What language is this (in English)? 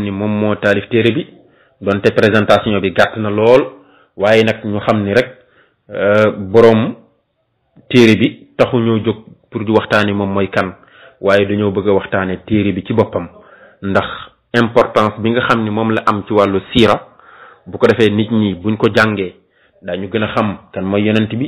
Wolof